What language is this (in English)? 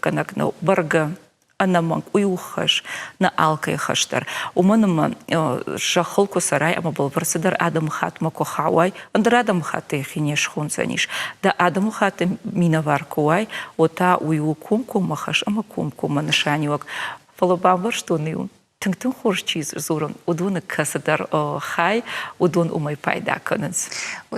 Ossetic